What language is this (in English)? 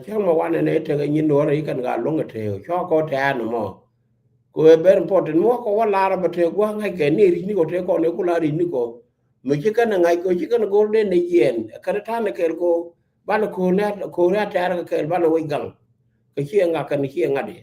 Nuer